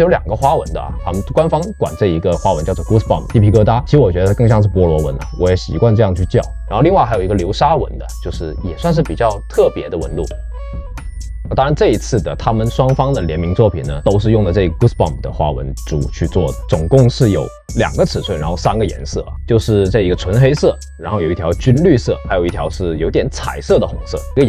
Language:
Chinese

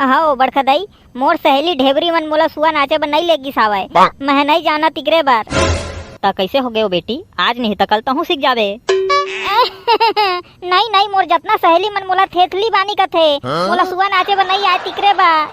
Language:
Chhattisgarhi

